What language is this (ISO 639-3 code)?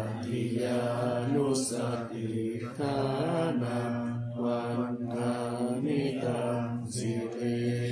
pli